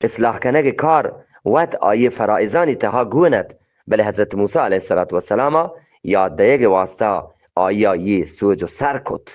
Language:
Eastern Balochi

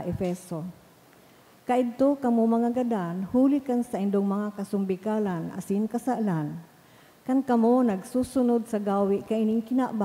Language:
Bikol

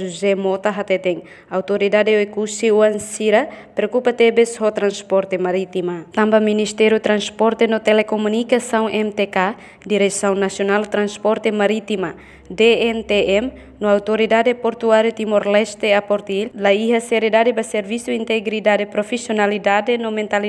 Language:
Tetum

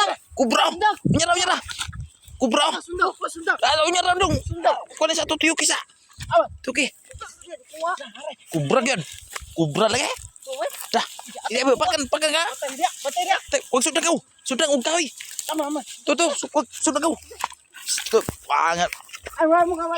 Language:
Cebuano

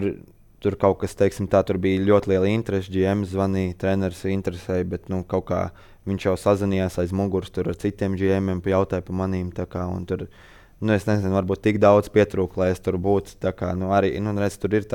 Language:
Latvian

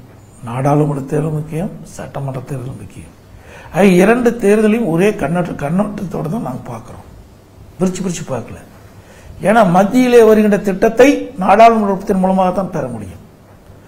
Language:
Tamil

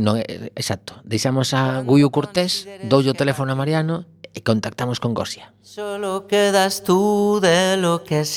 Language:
Galician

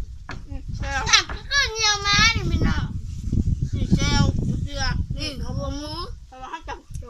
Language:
Northeastern Thai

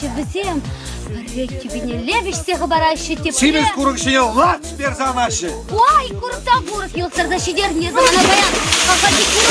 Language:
Chuvash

